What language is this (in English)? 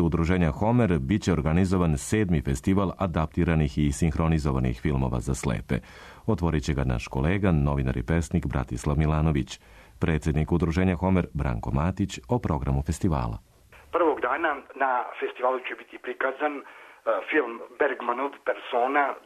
Serbian